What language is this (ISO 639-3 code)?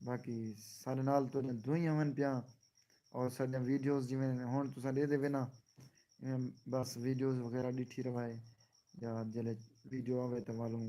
skr